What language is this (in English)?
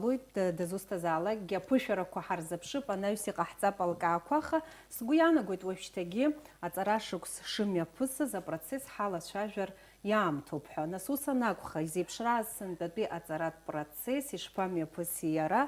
Abkhazian